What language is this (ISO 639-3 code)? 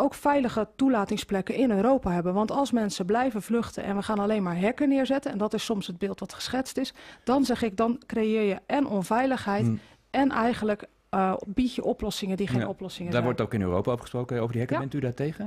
nld